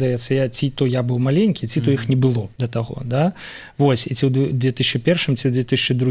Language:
Belarusian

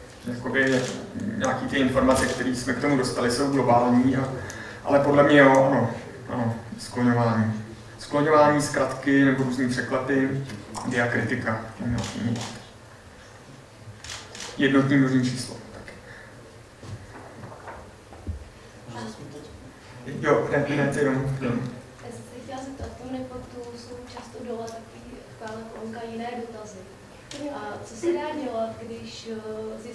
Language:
Czech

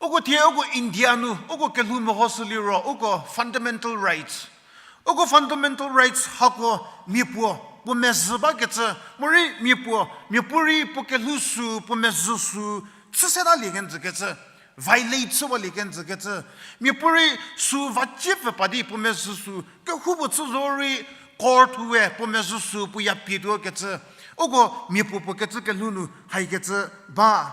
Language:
Angami Naga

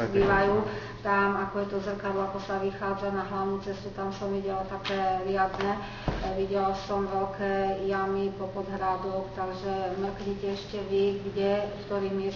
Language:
Slovak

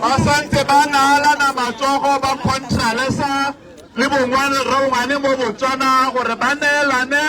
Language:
Tswana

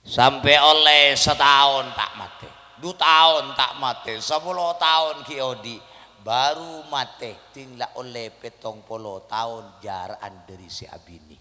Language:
Madurese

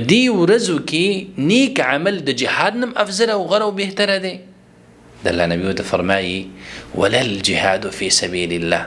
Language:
Pashto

